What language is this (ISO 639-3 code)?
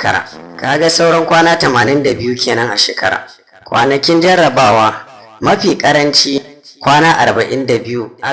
hau